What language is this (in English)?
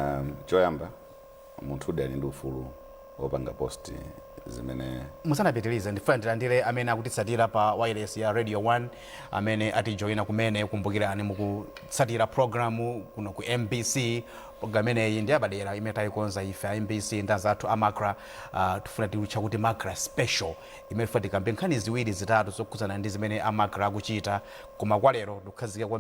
Nyanja